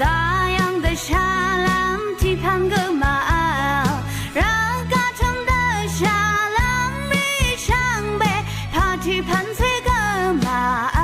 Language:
Rawang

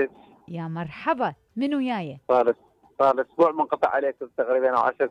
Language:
Mesopotamian Arabic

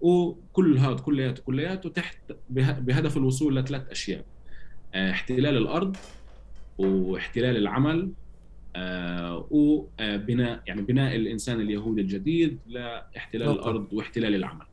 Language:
North Levantine Arabic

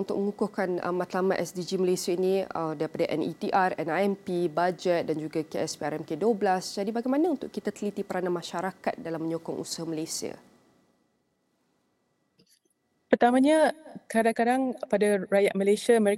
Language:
Malay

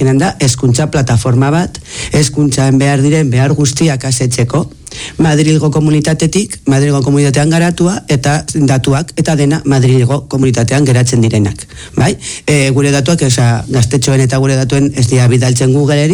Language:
Basque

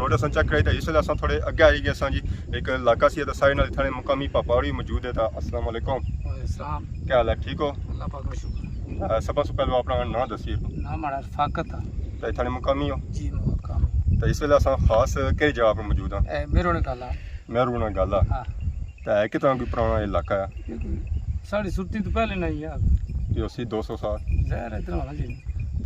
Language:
Pahari-Potwari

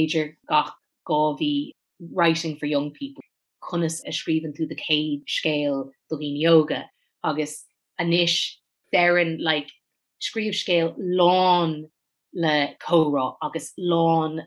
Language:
Irish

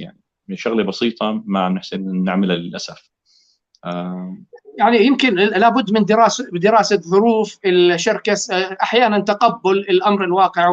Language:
North Levantine Arabic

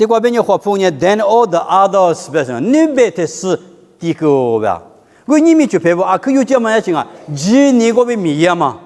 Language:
Lisu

